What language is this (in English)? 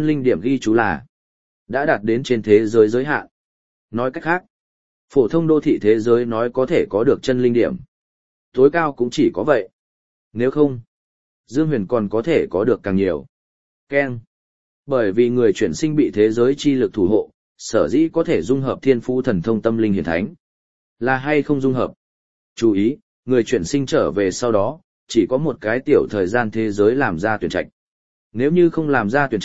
Vietnamese